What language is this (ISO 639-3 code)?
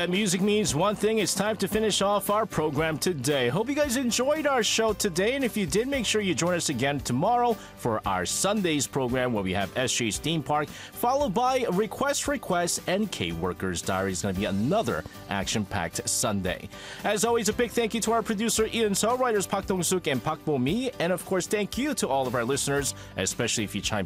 eng